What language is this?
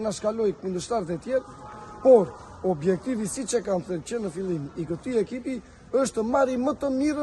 Albanian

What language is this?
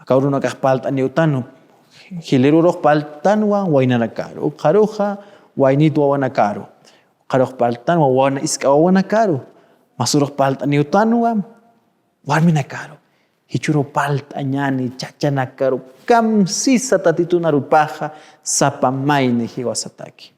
Aymara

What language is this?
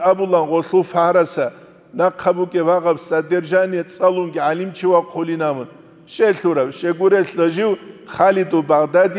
Avaric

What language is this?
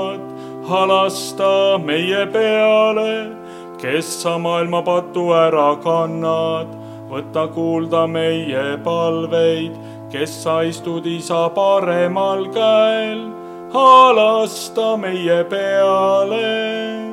Estonian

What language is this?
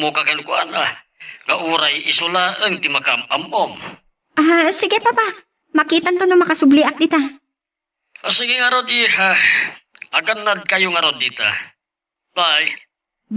Iloko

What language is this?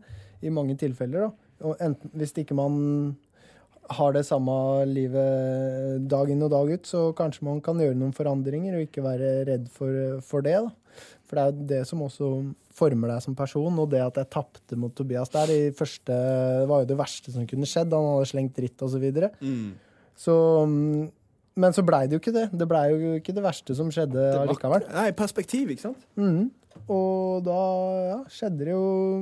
Norwegian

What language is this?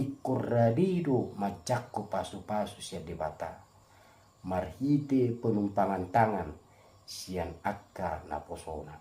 Batak Toba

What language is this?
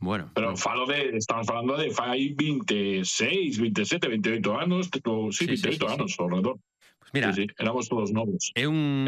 Galician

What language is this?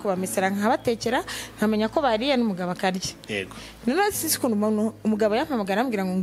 Kinyarwanda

